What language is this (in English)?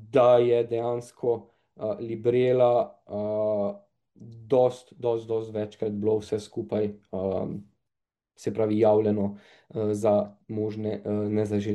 Slovenian